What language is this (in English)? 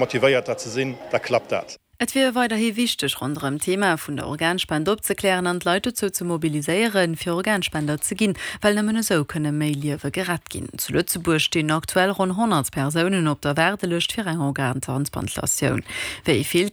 Luxembourgish